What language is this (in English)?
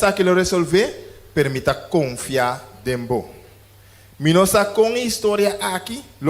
Papiamento